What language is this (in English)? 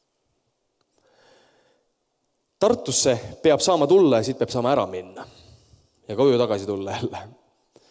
Estonian